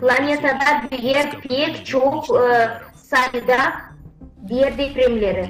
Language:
Gagauz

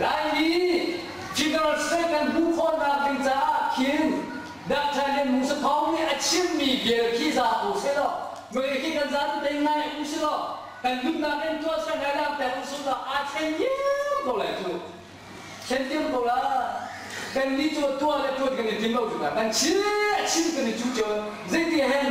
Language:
Hakha Chin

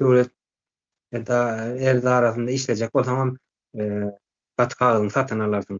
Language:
Turkmen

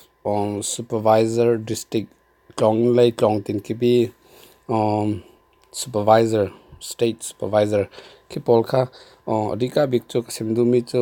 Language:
Hakha Chin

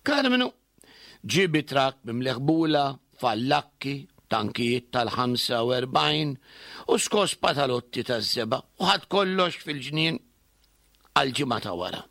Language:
Maltese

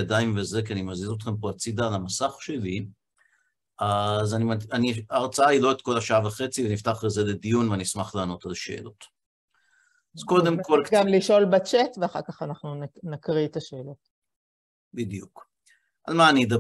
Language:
Hebrew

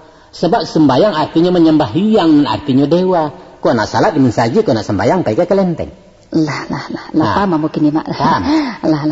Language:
Minangkabau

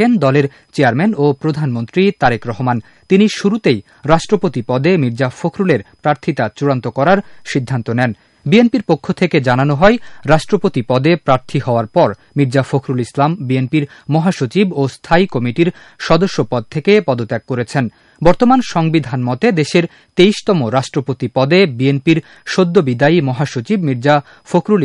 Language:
Bangla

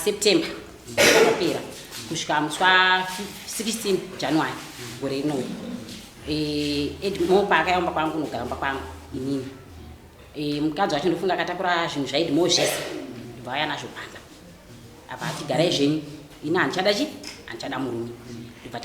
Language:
Shona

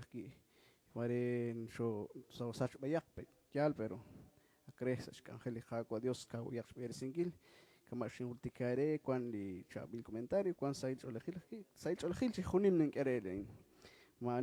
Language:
Kekchí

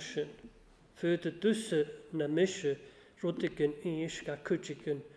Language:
Welsh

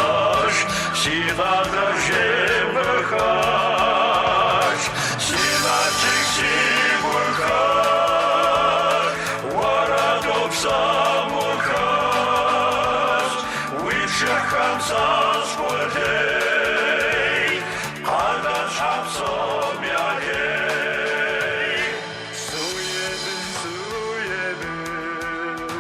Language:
Kabardian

